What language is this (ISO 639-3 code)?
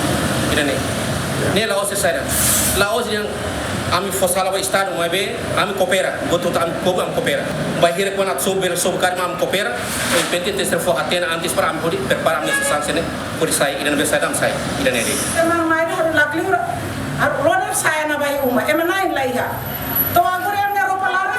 tet